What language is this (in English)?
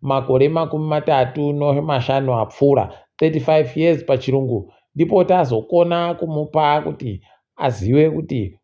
Ndau